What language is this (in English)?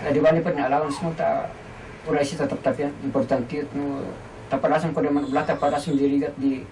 Kankanaey